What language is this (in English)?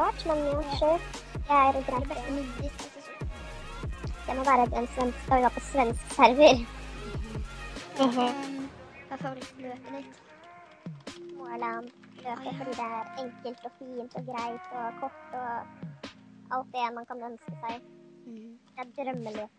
Norwegian